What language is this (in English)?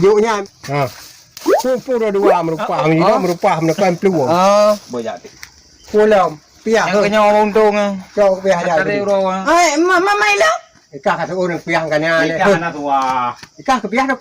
Achinese